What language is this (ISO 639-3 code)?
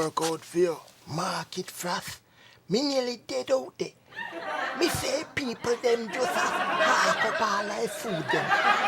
jam